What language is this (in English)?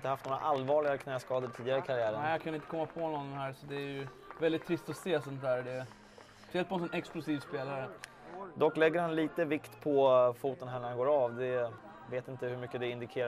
Swedish